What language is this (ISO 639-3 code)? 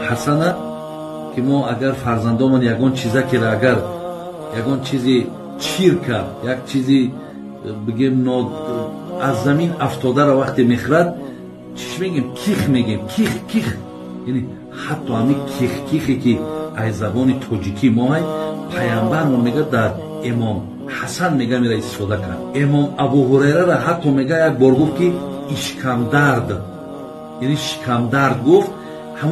tgk